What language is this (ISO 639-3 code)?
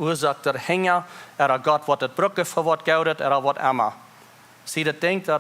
pdt